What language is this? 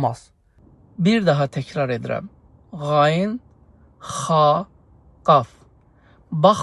Azerbaijani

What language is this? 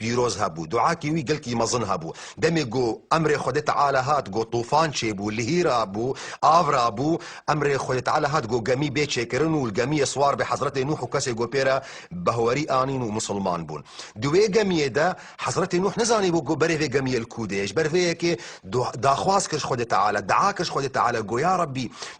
Kurdish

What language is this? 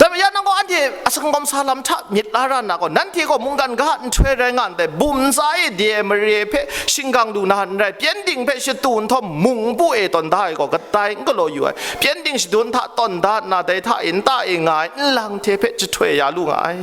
Kachin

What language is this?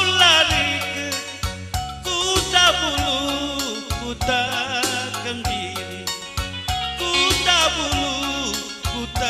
Batak Karo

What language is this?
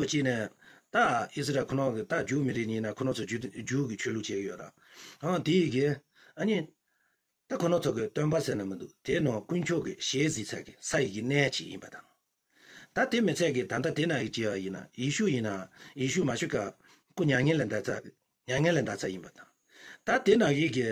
Tibetan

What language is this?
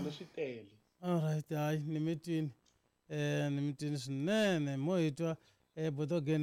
Tsonga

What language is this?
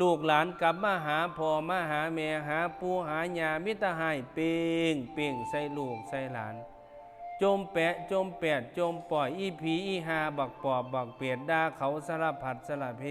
Northeastern Thai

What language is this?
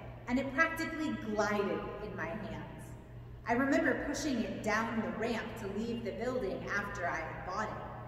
English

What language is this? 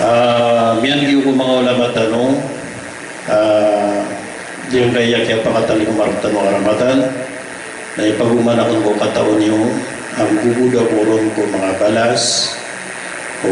Maranao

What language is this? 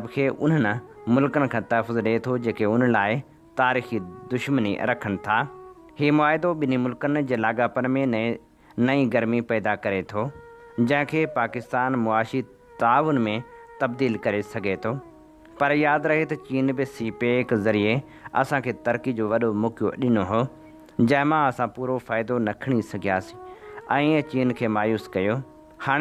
Sindhi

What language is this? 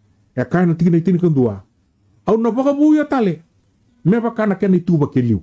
Fijian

